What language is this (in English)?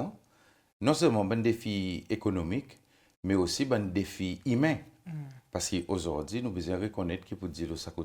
Seselwa Creole French